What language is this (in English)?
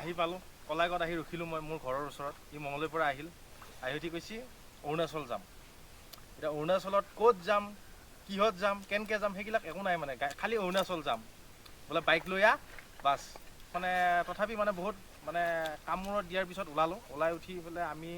Assamese